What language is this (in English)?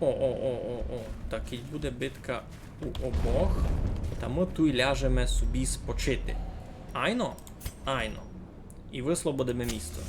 Rusyn